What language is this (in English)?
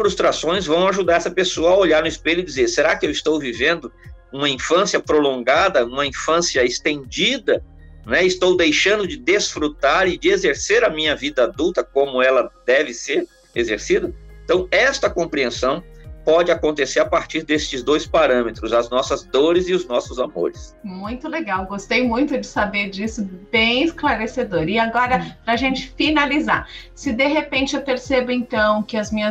Portuguese